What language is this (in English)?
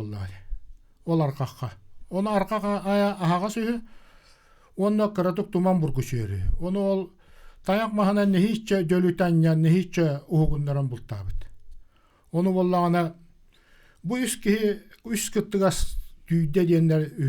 Yakut